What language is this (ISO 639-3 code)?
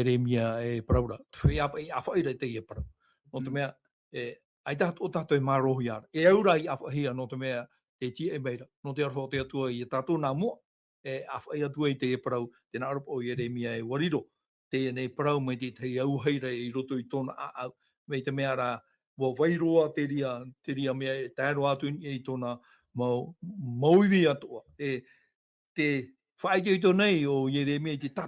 tah